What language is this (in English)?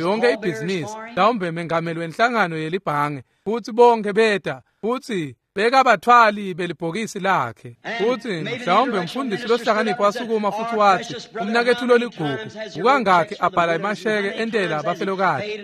Swati